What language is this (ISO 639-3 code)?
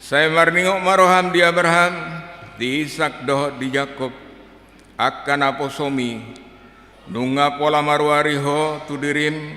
bbc